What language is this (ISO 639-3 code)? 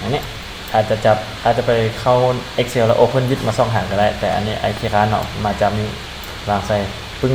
lao